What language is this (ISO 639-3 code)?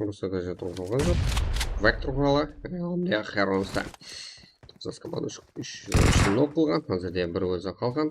kaa